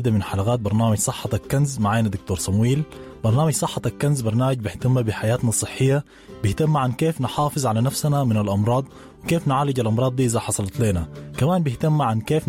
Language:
Sudanese Arabic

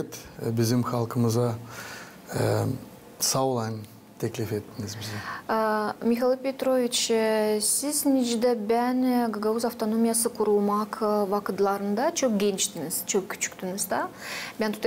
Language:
Gagauz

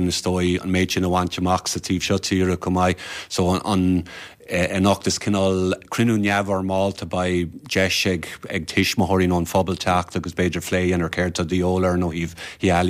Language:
Irish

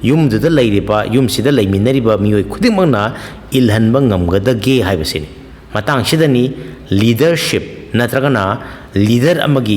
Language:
Manipuri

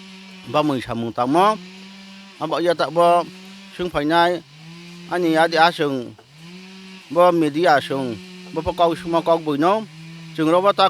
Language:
Riang (India)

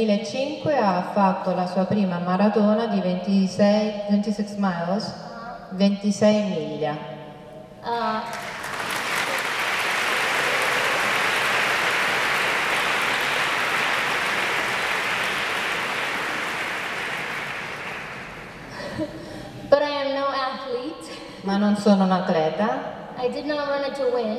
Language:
Italian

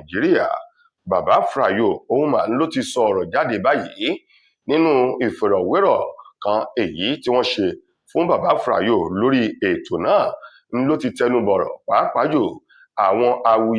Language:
Yoruba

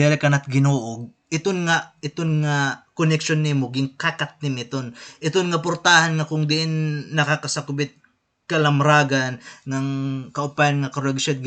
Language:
Waray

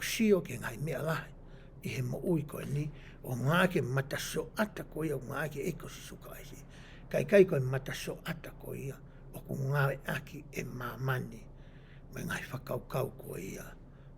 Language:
Tongan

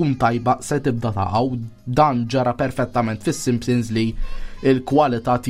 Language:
Maltese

